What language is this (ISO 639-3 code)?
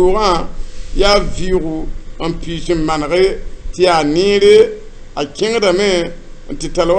mos